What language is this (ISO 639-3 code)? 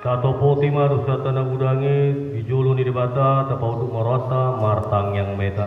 bbc